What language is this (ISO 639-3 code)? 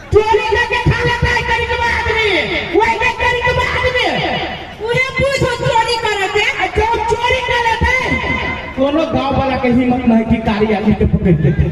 mai